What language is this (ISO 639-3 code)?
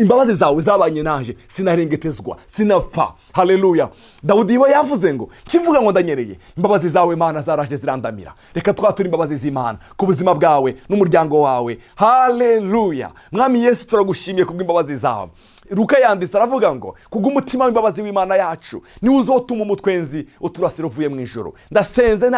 run